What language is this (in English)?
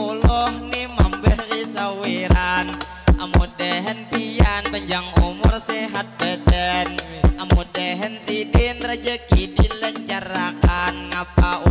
Banjar